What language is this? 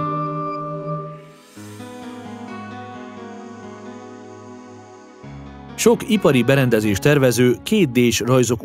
Hungarian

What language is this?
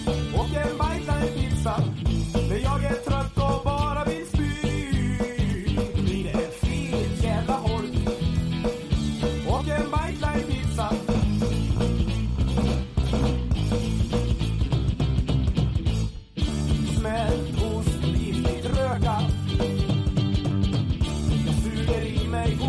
Swedish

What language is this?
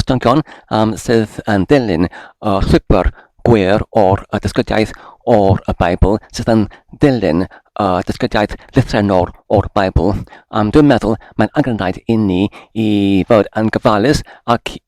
Welsh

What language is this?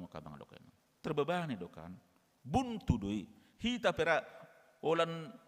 Batak Toba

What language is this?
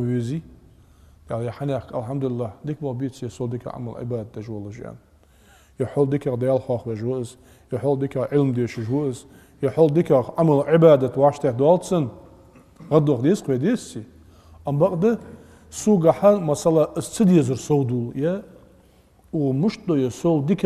Ingush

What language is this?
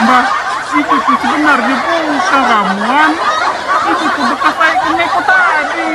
Musi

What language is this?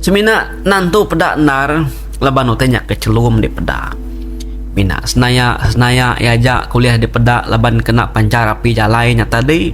Iban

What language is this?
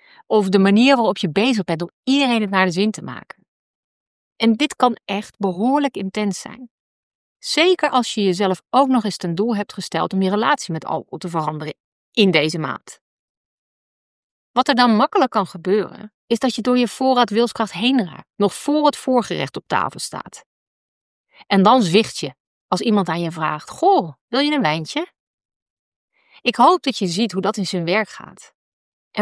Dutch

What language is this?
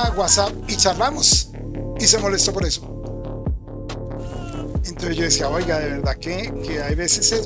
Spanish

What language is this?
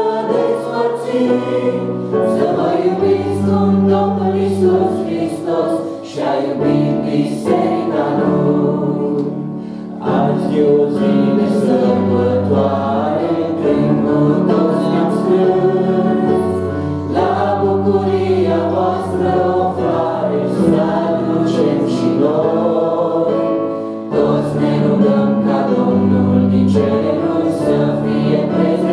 Romanian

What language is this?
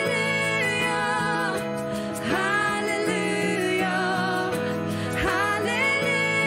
Swedish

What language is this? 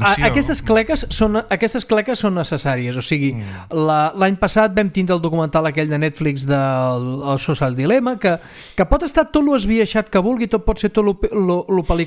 Catalan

